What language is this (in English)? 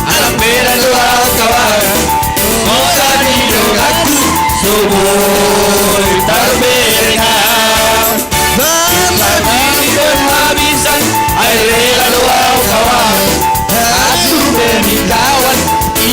Batak Simalungun